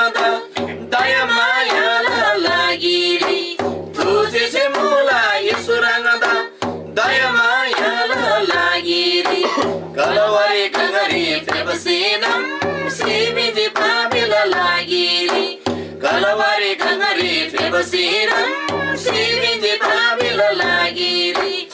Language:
Eastern Tamang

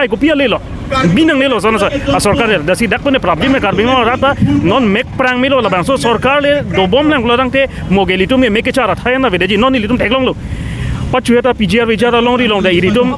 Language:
Karbi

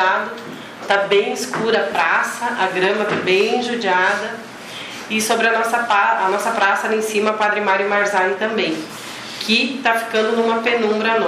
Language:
Portuguese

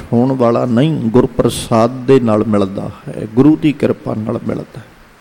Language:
Punjabi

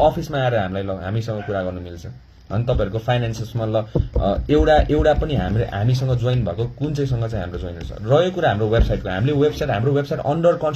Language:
Nepali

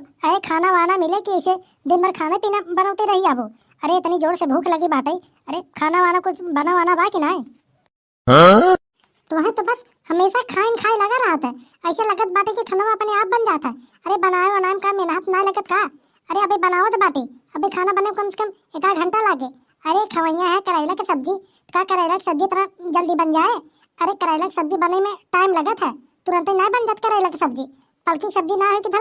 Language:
Awadhi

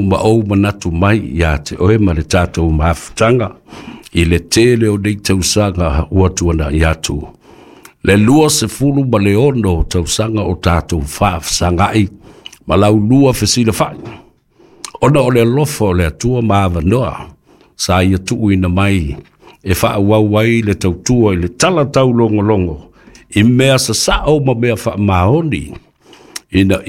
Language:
Samoan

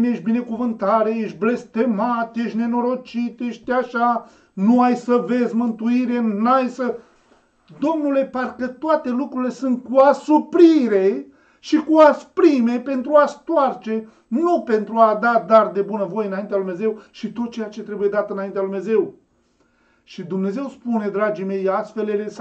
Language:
Romanian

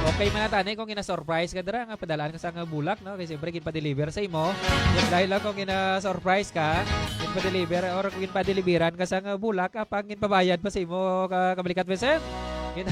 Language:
Hiligaynon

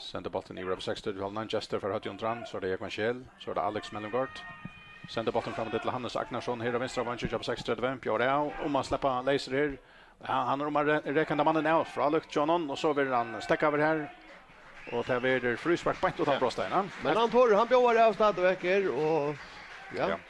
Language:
Faroese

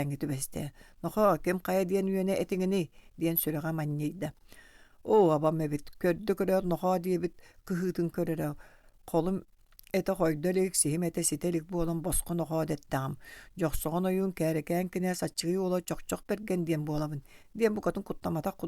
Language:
Yakut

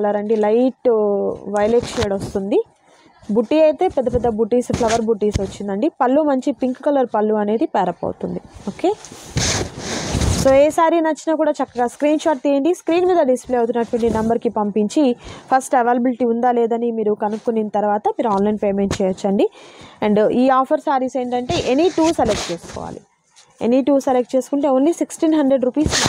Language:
Telugu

